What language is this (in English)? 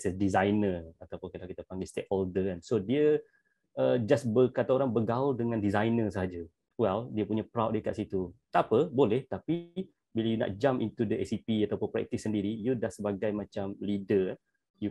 Malay